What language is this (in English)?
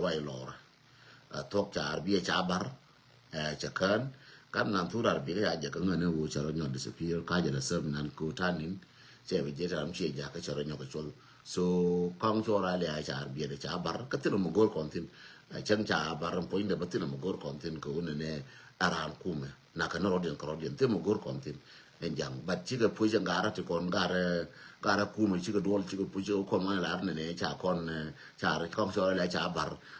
Nuer